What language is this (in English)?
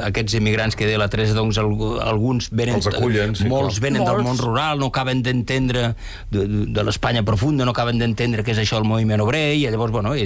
Catalan